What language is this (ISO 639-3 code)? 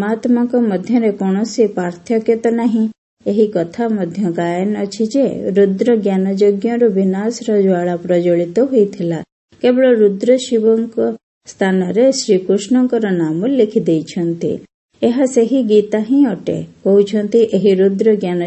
ori